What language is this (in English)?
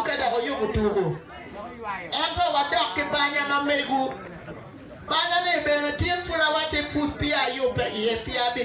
Acoli